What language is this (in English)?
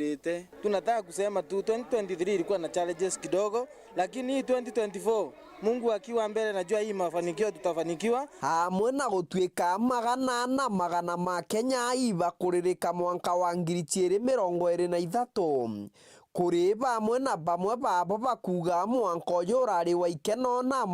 Meru